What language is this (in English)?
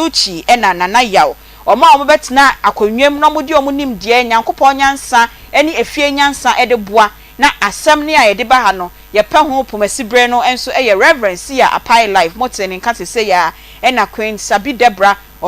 Akan